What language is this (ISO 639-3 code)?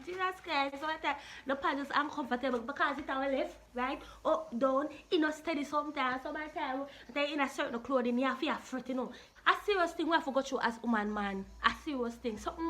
jam